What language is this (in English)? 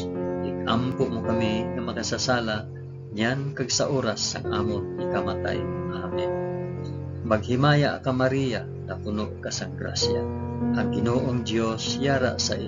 Hiligaynon